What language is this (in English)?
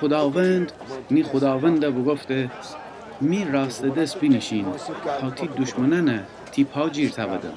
Gilaki